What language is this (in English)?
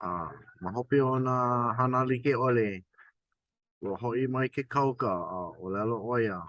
Hawaiian